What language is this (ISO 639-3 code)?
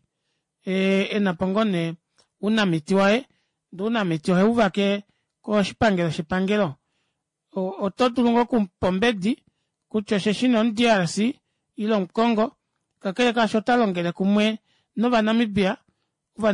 kua